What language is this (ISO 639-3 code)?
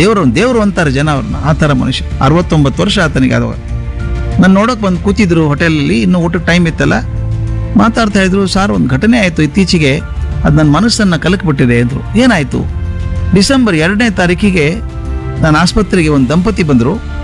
kan